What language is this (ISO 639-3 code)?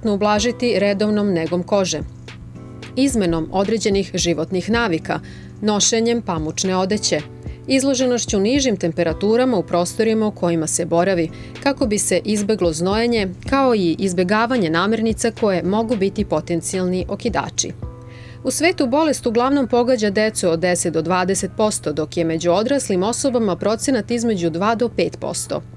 srp